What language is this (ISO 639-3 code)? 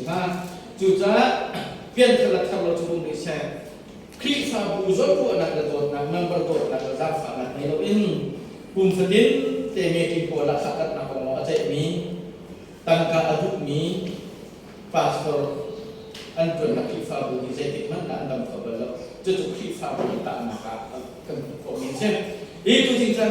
cnh